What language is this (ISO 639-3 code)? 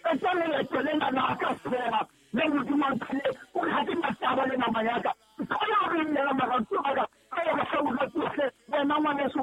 sot